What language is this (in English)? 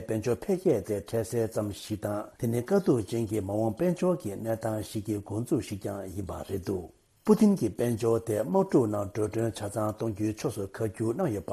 Tibetan